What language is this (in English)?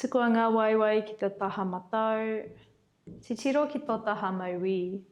Māori